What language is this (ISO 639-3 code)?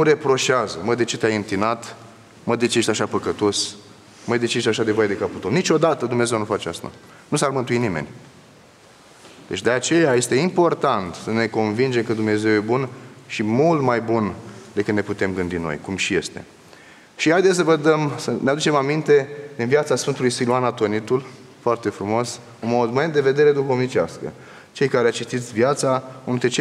ron